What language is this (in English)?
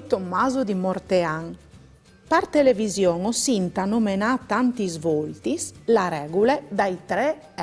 Friulian